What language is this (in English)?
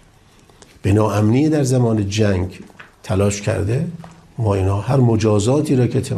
Persian